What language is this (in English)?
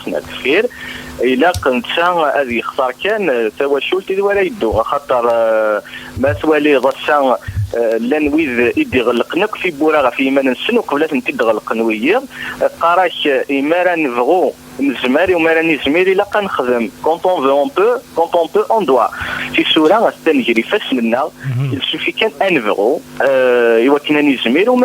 Kabyle